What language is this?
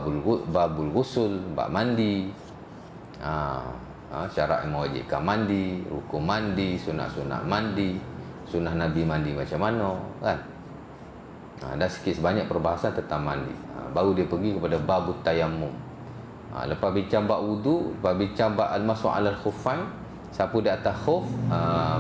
Malay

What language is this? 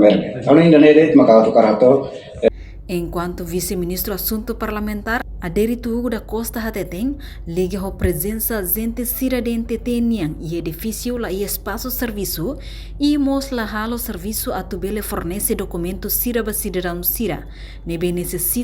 Tetum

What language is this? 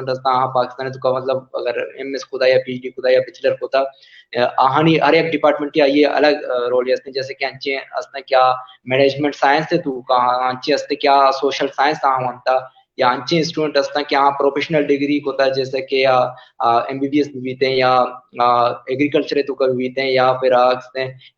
Baluchi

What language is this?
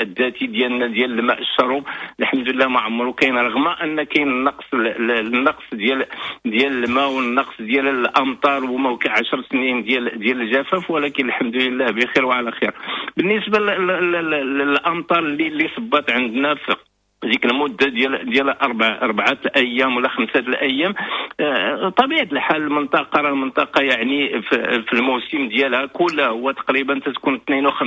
Moroccan Arabic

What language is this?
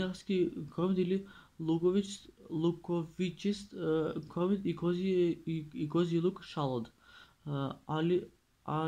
Macedonian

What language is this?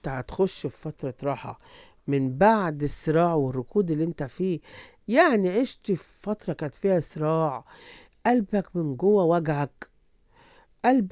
Egyptian Arabic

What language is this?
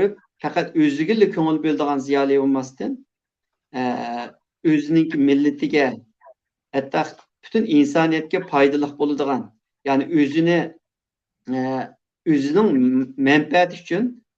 Uyghur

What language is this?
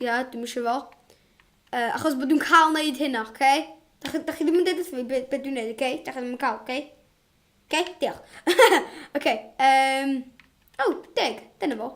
Welsh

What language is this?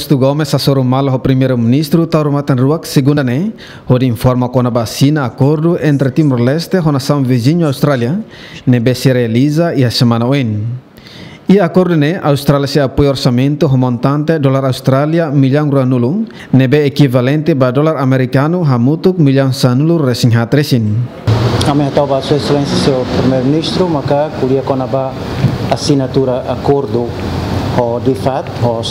Tetum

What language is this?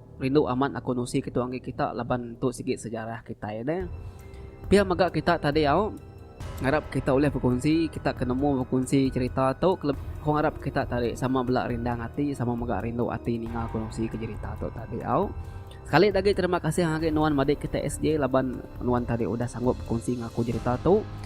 Iban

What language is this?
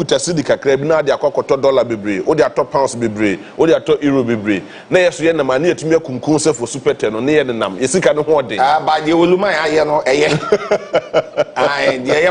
Akan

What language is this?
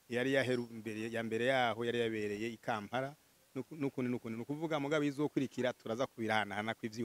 Rundi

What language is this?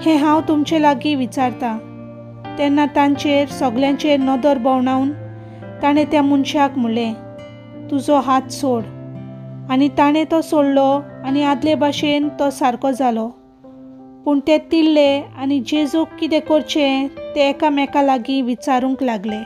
Konkani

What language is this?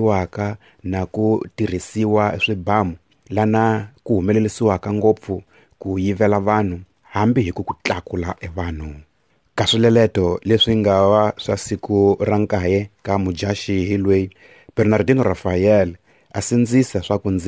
Tsonga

